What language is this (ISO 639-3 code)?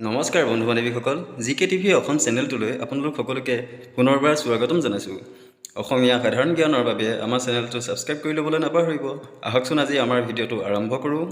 asm